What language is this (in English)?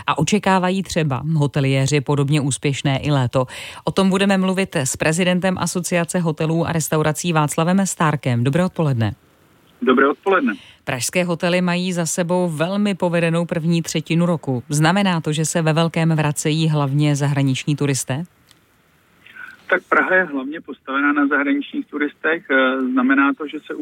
Czech